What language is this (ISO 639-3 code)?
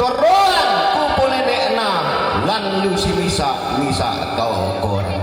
sda